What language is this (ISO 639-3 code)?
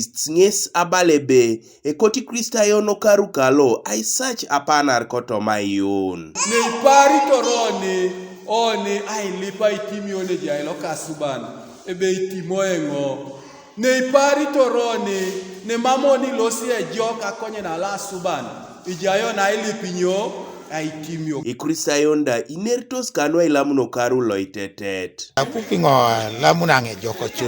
teo